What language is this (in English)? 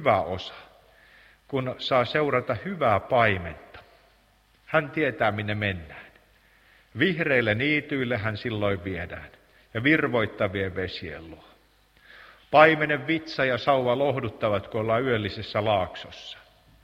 Finnish